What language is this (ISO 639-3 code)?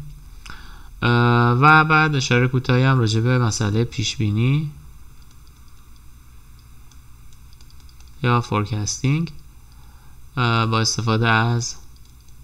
fas